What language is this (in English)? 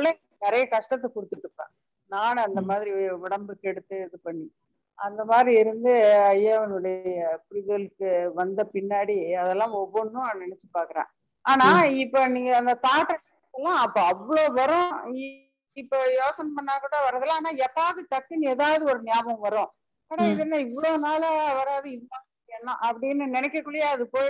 Tamil